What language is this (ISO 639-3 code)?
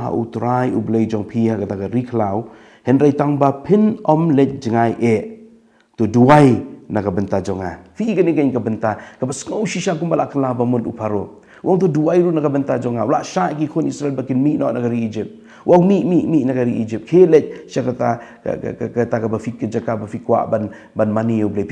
kha